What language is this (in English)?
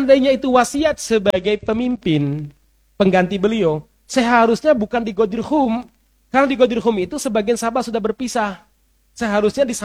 Indonesian